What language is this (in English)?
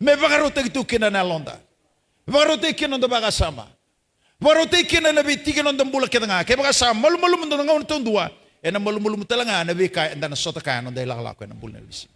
Fijian